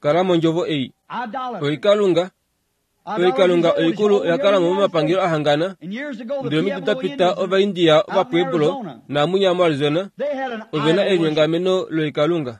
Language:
Kuanyama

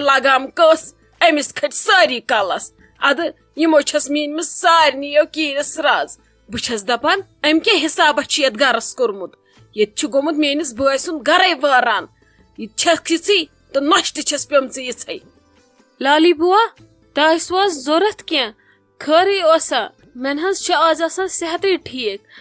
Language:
Kashmiri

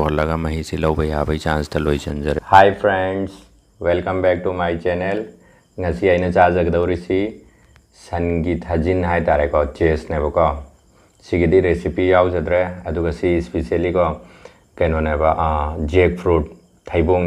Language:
Manipuri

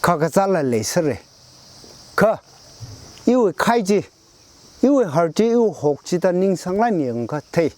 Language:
Tangkhul Naga (India)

